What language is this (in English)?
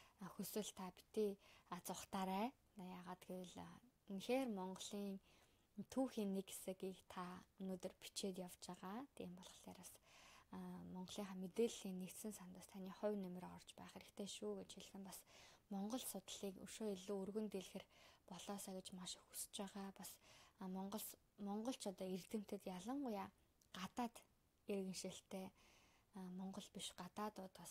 Mongolian